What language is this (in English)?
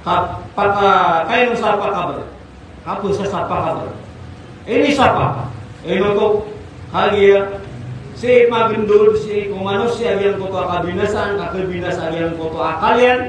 Maranao